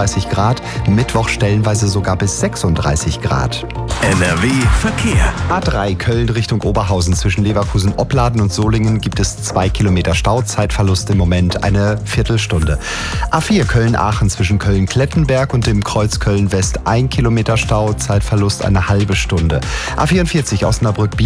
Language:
German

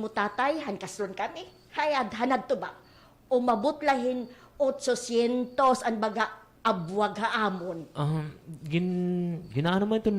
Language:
Waray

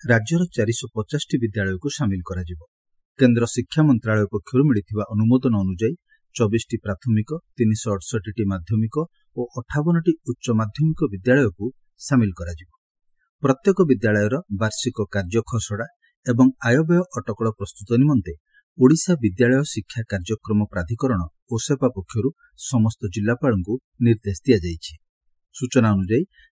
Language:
Odia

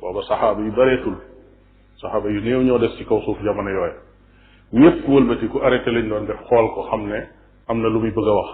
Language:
Wolof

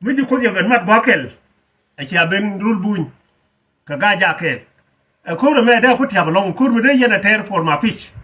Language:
Nuer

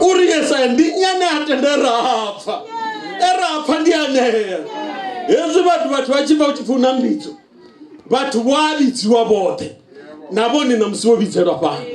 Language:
Venda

